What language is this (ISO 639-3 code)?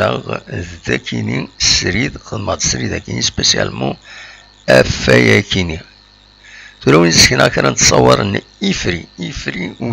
kab